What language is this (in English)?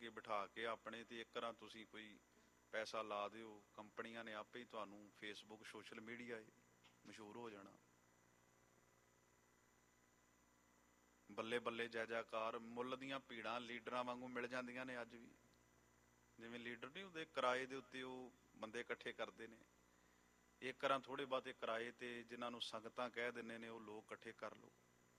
Punjabi